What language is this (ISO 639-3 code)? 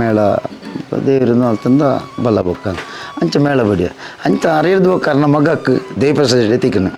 tcy